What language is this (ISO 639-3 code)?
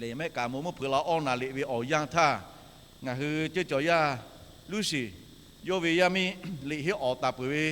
lhu